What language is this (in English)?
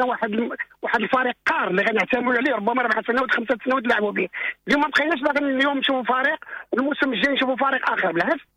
Moroccan Arabic